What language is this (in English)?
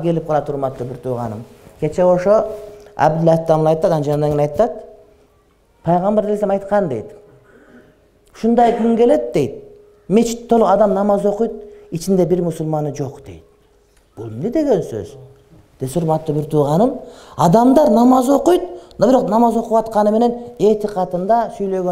Kyrgyz